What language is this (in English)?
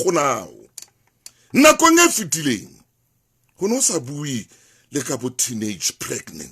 Southern Sotho